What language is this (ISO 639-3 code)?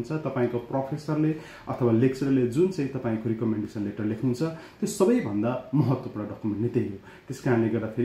nep